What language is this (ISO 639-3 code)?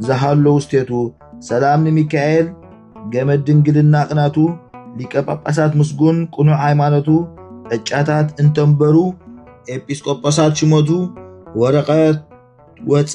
tir